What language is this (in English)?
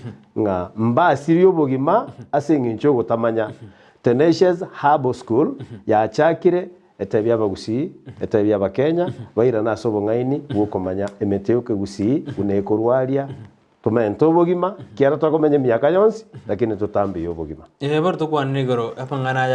Gusii